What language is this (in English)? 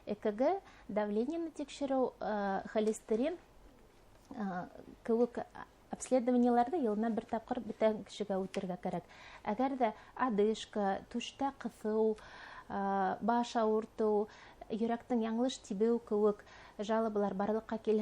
Bashkir